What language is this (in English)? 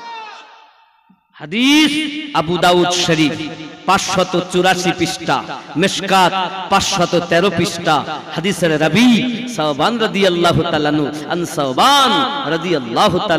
Bangla